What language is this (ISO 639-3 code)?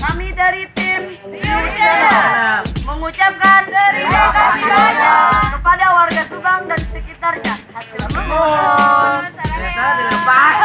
bew